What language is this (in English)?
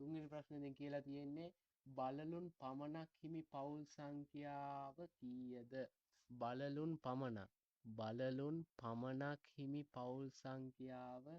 Sinhala